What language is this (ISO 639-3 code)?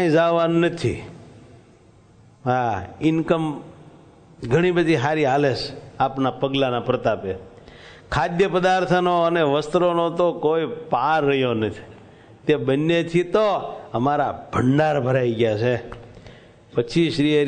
guj